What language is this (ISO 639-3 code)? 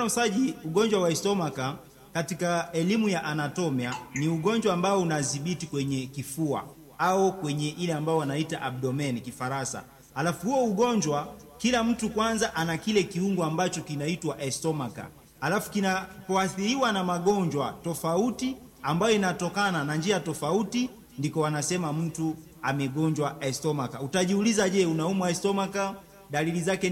swa